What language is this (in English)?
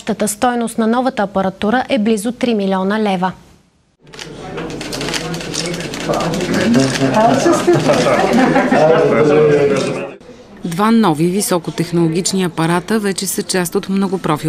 Bulgarian